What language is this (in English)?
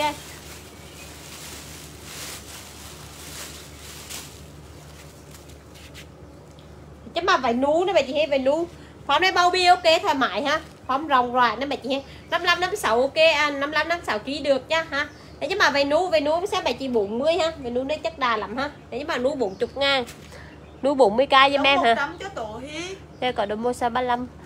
Vietnamese